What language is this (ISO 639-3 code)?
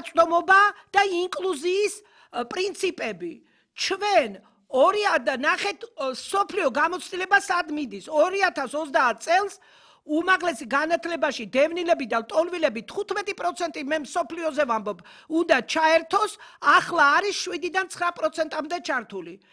kat